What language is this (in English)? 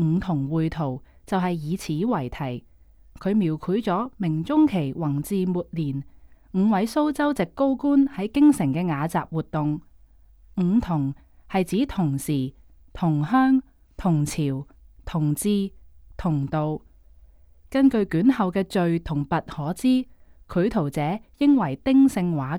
Cantonese